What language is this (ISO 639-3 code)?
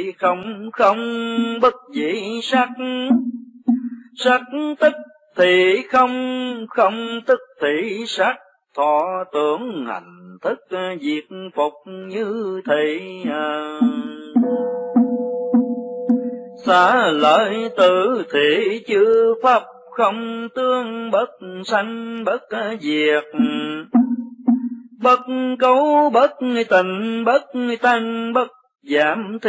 vie